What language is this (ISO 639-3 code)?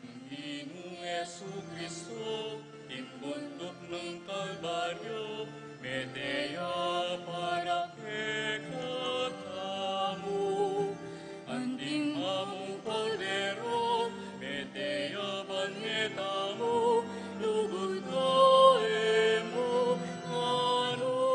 pam